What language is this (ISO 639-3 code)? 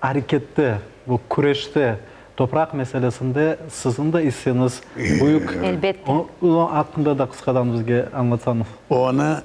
crh